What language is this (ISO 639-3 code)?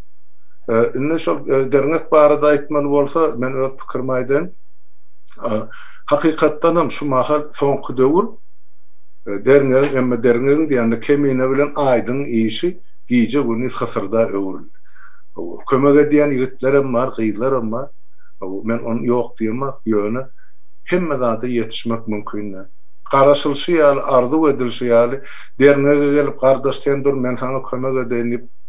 tuk